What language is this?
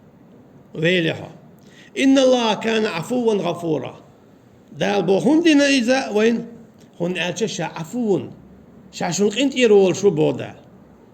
Chechen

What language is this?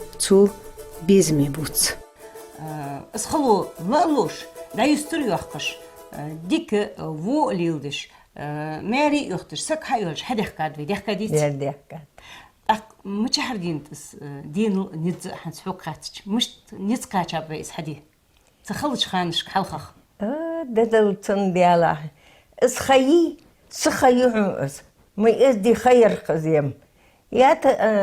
Ingush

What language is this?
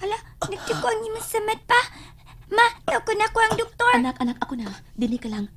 Cebuano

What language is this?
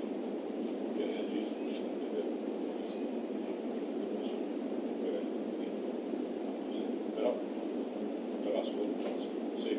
Italian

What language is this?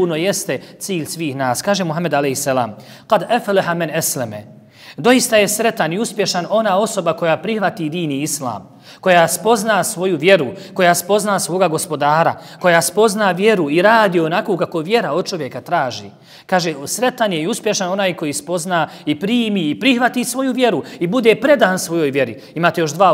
Bosnian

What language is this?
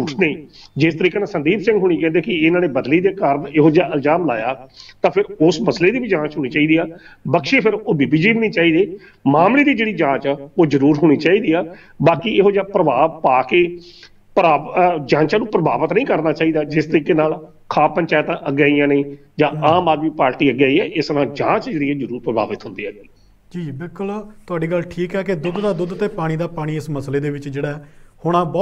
Punjabi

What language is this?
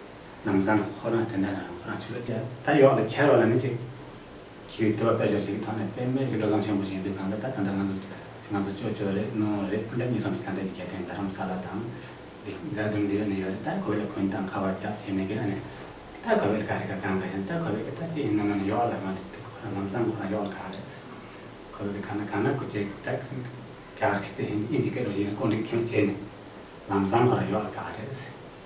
Tibetan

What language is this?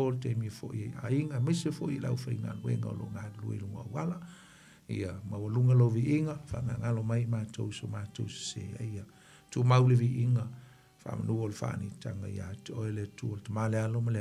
Samoan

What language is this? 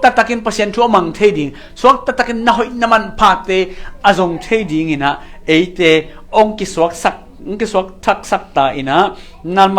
Tedim Chin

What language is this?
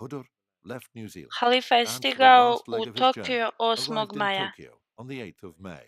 Bosnian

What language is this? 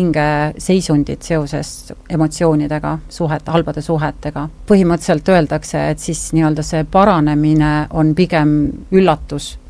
Estonian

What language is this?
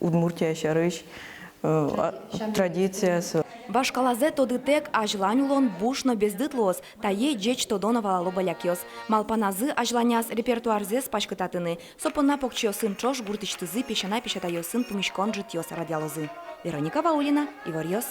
Udmurt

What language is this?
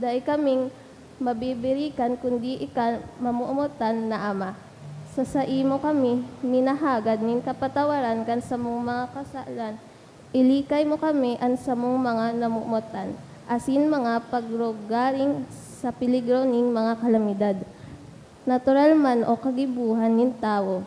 Bikol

